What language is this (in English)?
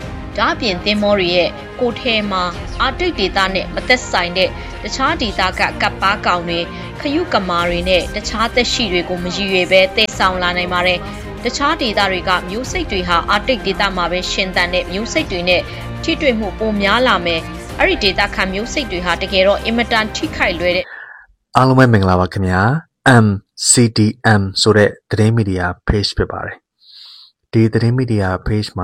Burmese